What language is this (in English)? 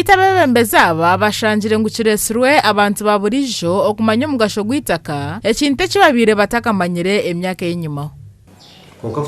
Nyankole